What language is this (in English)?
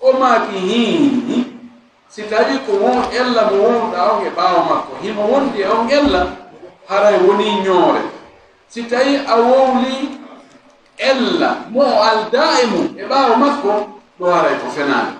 Fula